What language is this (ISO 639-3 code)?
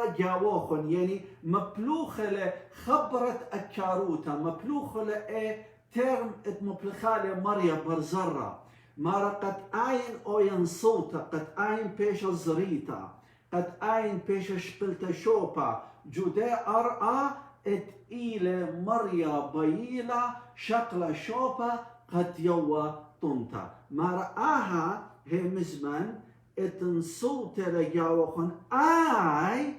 aii